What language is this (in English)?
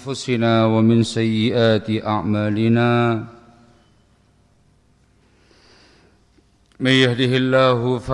Indonesian